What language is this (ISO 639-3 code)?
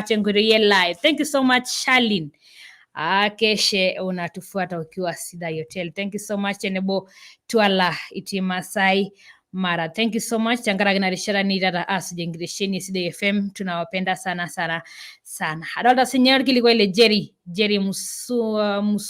mas